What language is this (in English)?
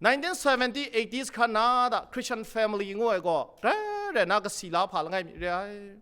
Kachin